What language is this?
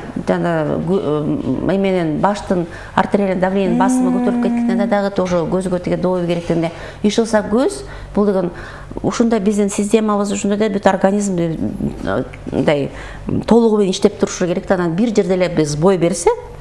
Kyrgyz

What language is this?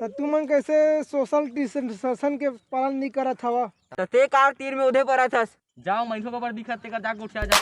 Chhattisgarhi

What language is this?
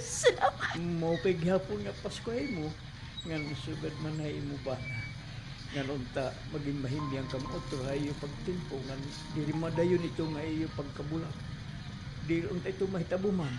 Waray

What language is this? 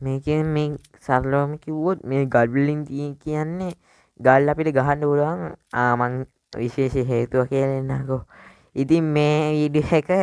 Sinhala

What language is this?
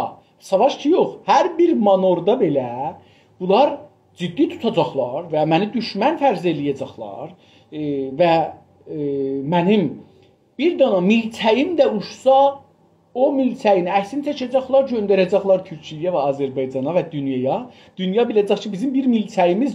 South Azerbaijani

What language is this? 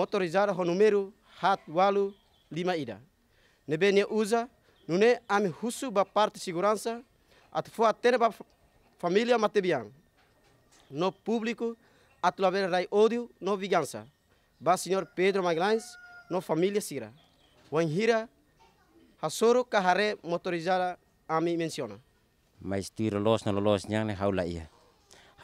Tetum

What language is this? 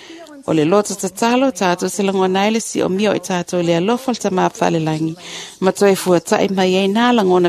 Samoan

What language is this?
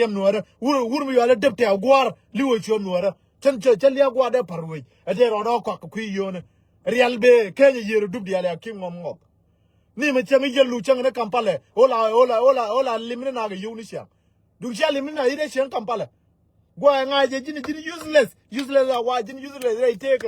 Nuer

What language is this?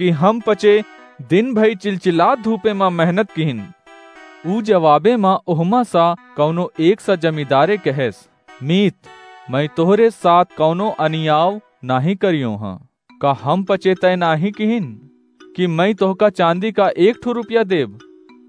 Awadhi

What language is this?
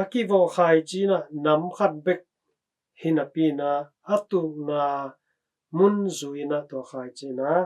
Tedim Chin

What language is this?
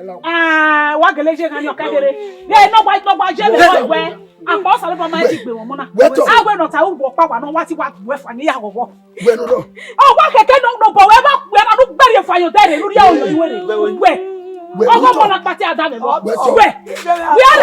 Bini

